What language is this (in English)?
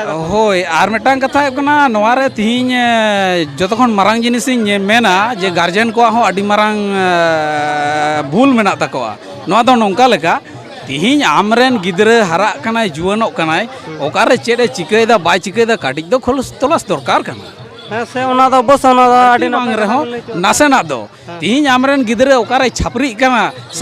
Santali